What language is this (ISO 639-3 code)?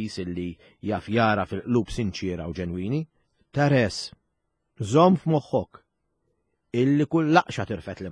mlt